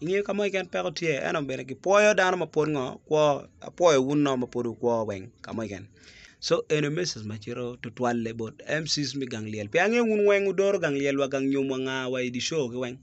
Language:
Acoli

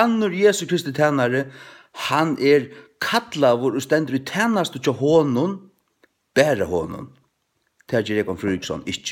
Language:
Faroese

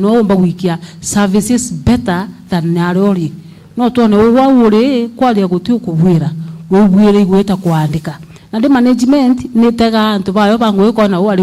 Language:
Meru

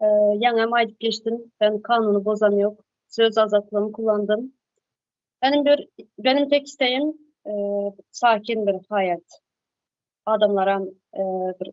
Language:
Turkmen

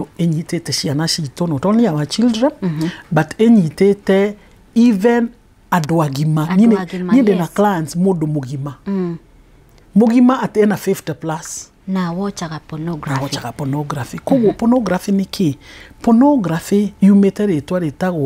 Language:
Kikuyu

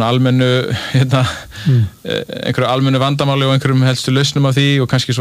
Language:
Icelandic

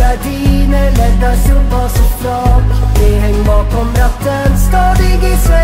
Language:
Swedish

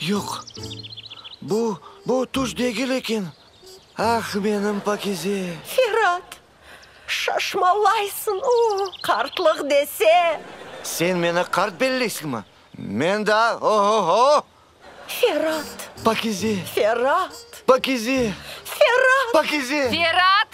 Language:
Crimean Tatar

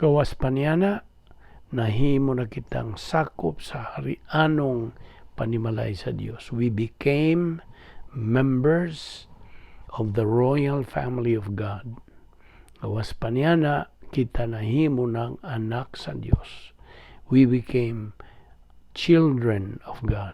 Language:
Cebuano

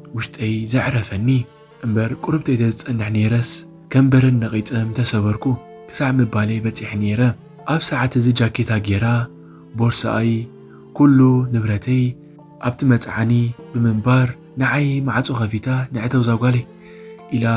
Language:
Tigrinya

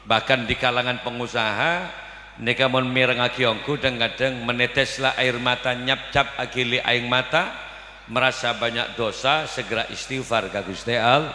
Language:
Madurese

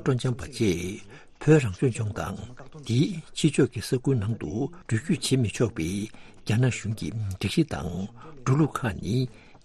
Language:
Tibetan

